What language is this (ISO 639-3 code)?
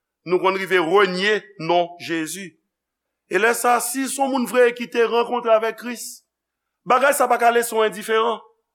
hat